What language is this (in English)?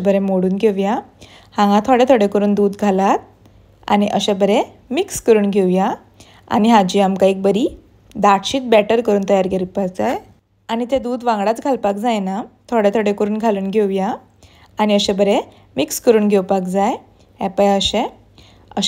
Konkani